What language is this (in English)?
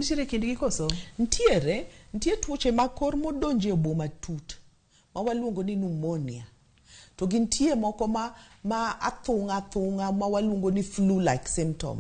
Luo (Kenya and Tanzania)